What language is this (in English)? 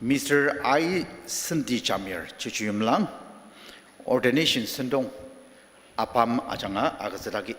Ao Naga